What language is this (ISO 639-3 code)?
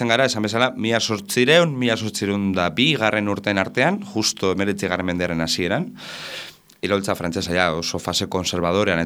eus